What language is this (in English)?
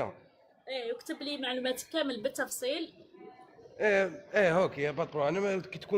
Algerian Arabic